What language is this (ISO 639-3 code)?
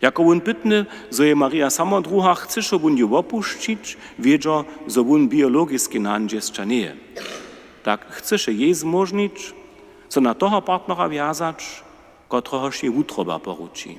hsb